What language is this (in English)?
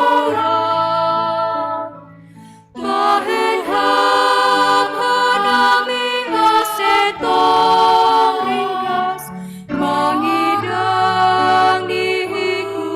Batak Simalungun